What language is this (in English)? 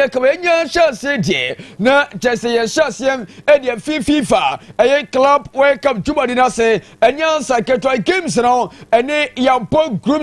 Akan